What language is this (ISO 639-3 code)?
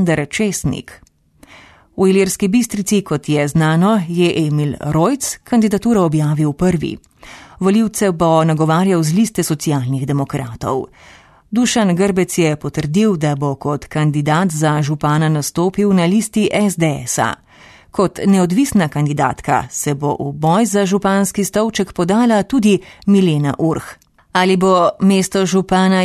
slv